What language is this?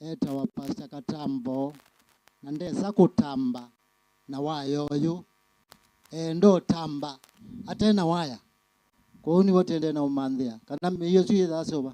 Kamba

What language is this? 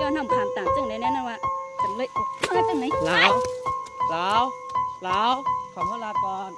Shan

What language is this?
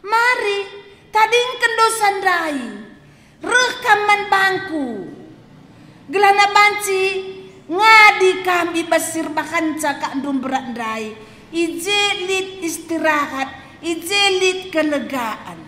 Batak Karo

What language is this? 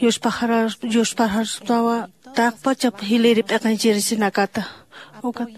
Aymara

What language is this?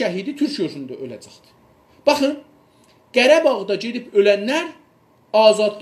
South Azerbaijani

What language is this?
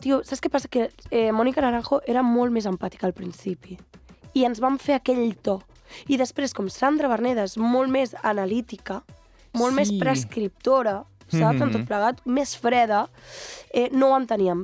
Catalan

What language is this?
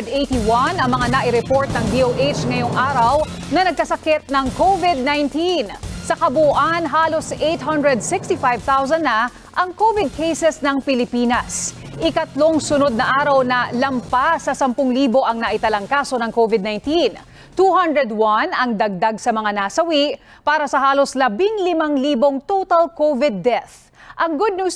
Filipino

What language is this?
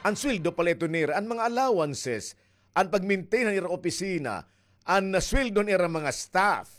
Waray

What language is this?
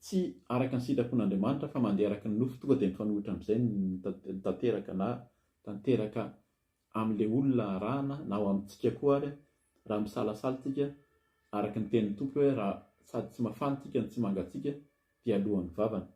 Malagasy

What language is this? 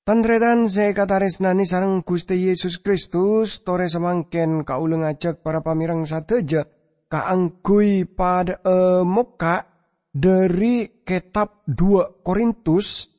Madurese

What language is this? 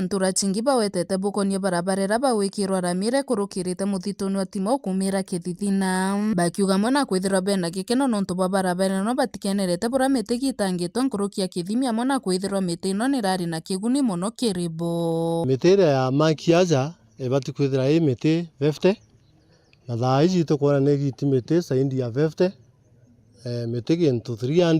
Meru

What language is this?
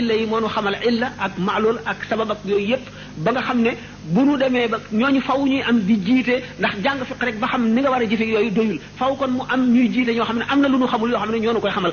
Wolof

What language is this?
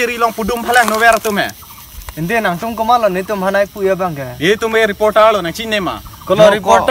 Karbi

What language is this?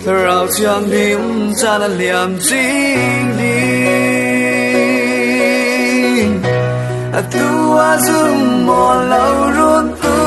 Falam Chin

